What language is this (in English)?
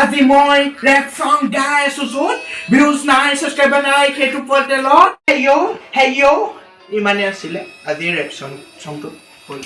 Assamese